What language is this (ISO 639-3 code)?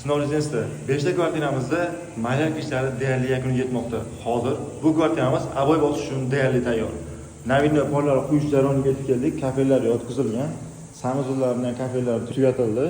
uzb